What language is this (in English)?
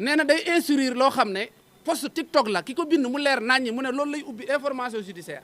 Wolof